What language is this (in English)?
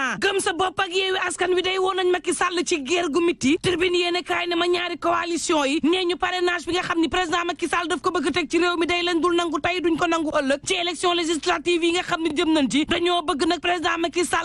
Wolof